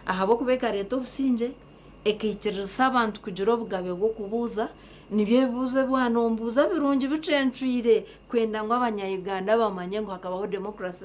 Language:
Nyankole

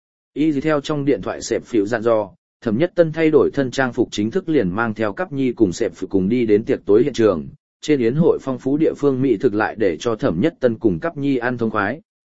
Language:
Vietnamese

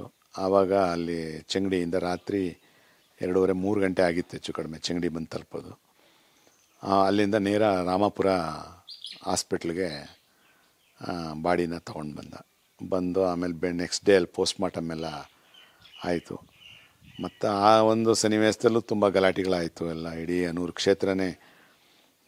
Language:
Kannada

